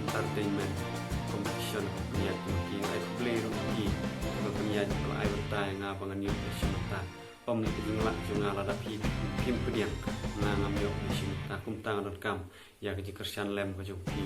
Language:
Khasi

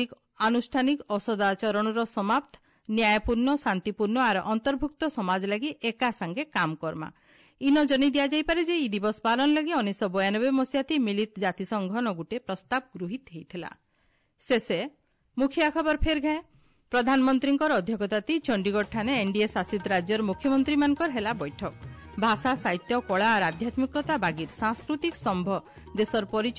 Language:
Odia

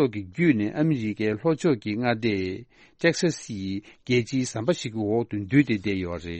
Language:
Tibetan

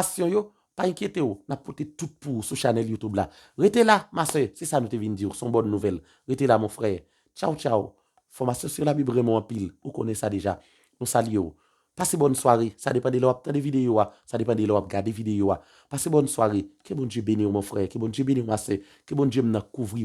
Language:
Haitian Creole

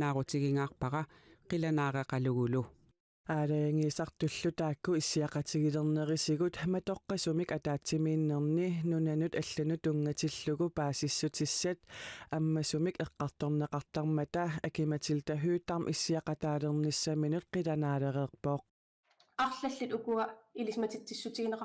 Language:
Kalaallisut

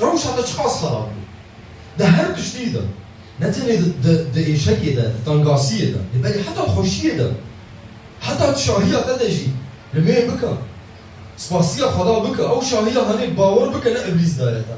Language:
Kurdish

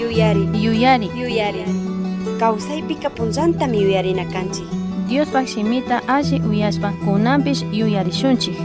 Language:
Chimborazo Highland Quichua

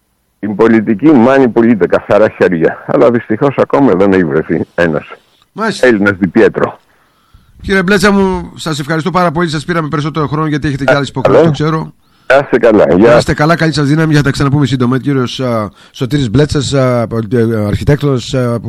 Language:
Greek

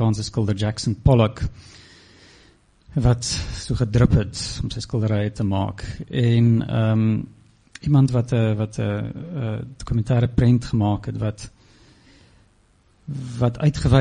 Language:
Afrikaans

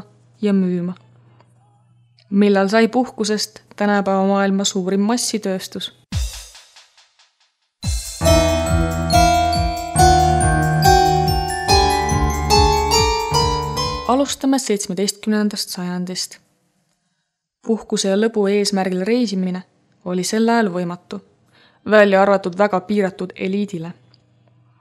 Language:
Estonian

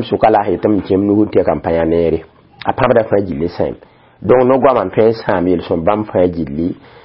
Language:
Mossi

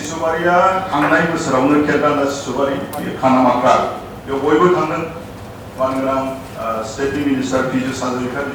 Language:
Bodo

